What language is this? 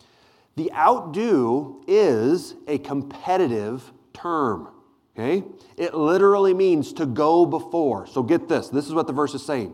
English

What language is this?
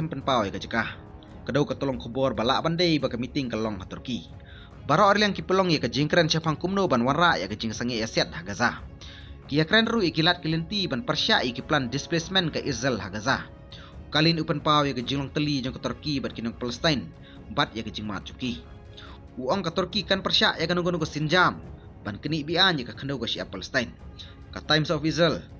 Khasi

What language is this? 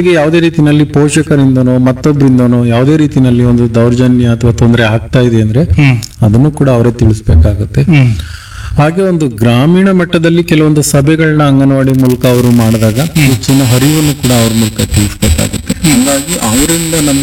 Kannada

